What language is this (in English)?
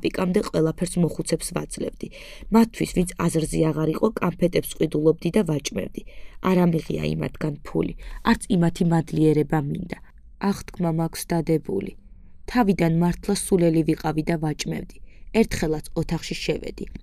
Georgian